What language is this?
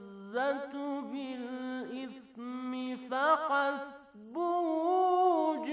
Bangla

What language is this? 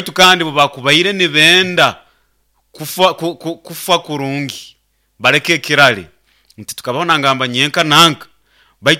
Nyoro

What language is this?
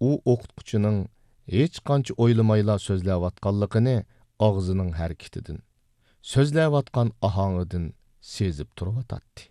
Uyghur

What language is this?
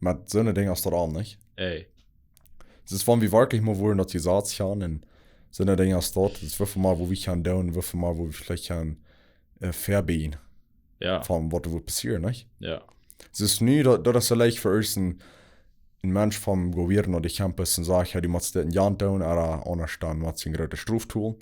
Plautdietsch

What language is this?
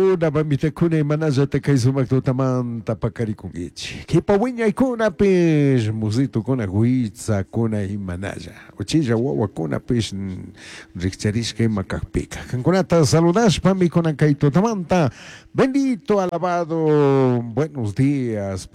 Chimborazo Highland Quichua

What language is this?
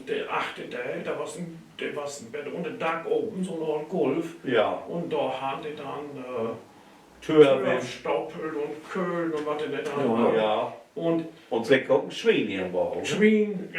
Low German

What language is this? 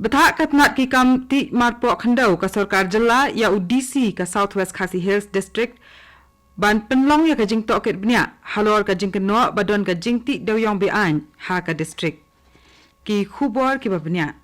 Khasi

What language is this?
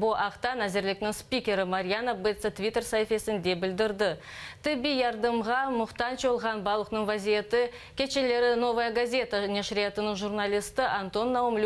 Crimean Tatar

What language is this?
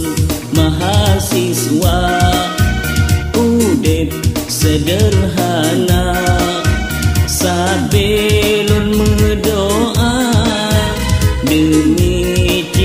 Achinese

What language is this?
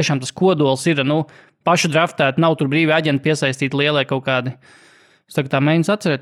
Latvian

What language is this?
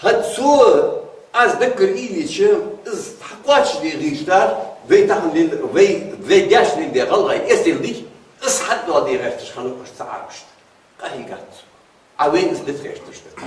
Ingush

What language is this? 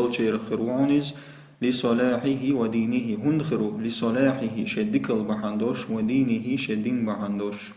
Chechen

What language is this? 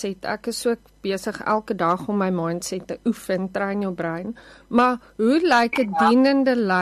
Afrikaans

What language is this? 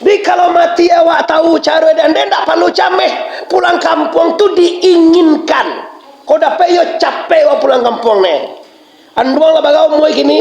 Minangkabau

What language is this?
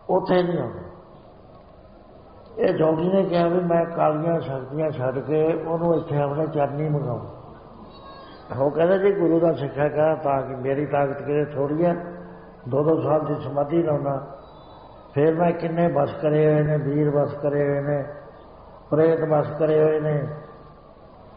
Punjabi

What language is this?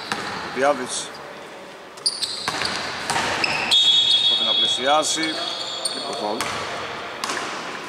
Greek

